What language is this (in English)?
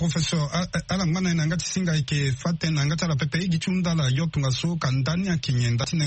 Sango